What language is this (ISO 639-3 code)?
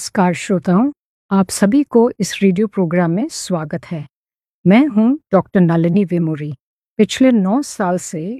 hin